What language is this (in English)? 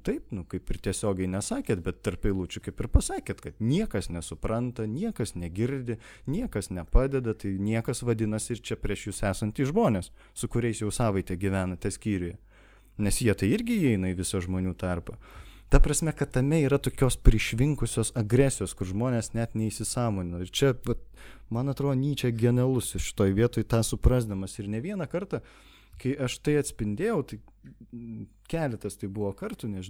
Lithuanian